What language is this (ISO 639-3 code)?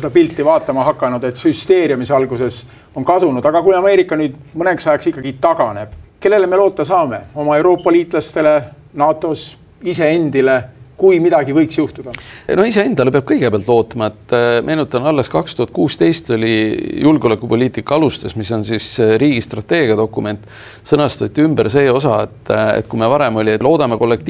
est